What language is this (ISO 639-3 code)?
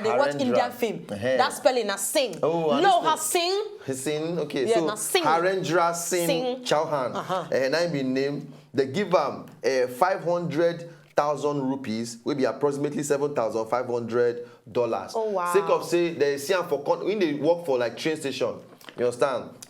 pcm